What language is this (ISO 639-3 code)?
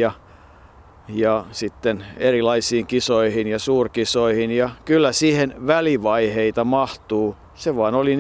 fin